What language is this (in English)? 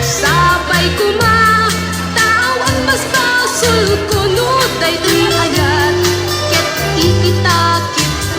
Iloko